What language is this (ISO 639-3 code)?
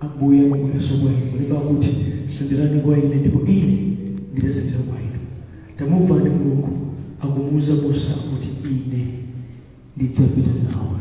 nya